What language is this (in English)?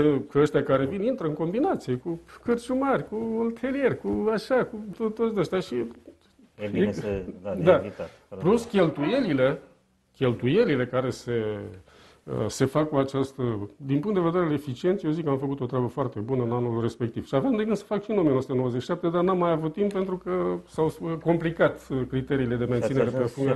Romanian